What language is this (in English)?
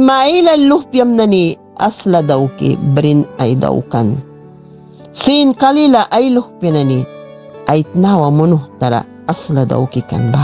Mískito